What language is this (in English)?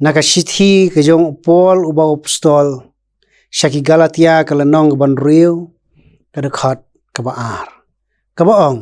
Khasi